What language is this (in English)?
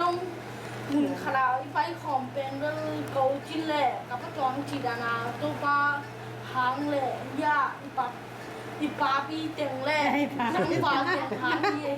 Tedim Chin